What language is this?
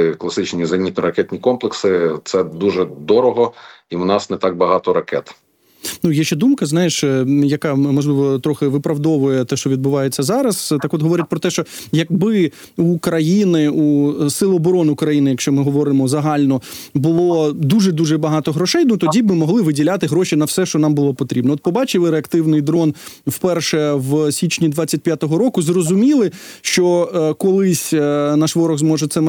Ukrainian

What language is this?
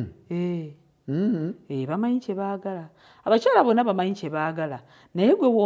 Ganda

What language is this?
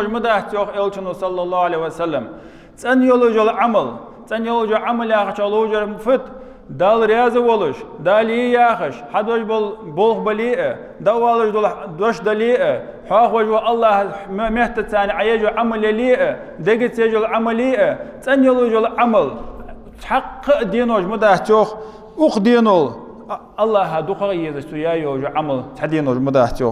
Ingush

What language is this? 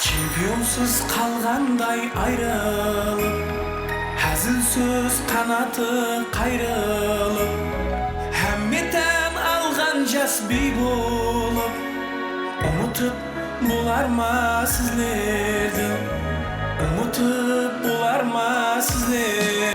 Kara-Kalpak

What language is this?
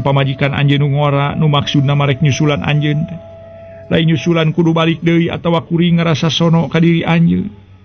Sundanese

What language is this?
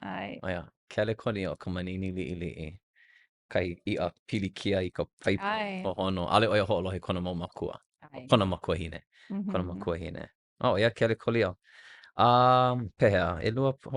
Hawaiian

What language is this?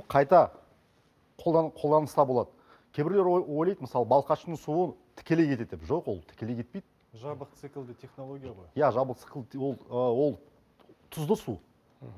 Kazakh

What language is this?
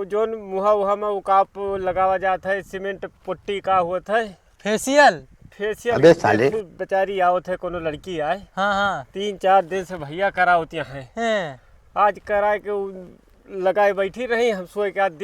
Awadhi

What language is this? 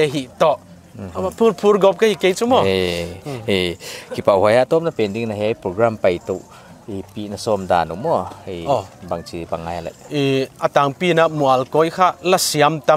Paite Chin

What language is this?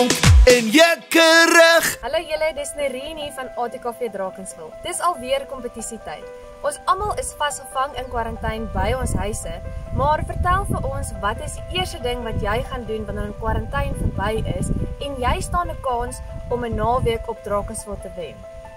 Afrikaans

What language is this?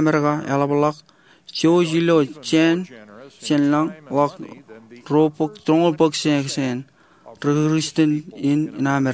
Marshallese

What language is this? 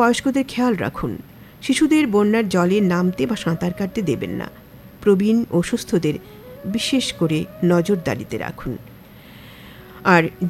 Bangla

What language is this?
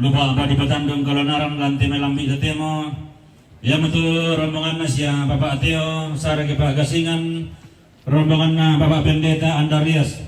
Toraja-Sa'dan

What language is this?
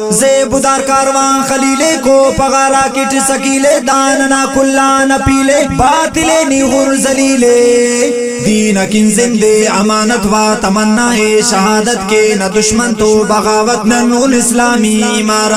Brahui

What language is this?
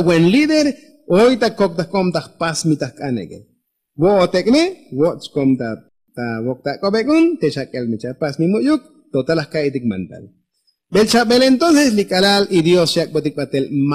Tzotzil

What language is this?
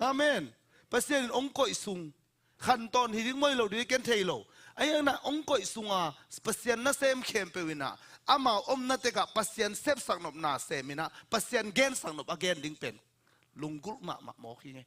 Tedim Chin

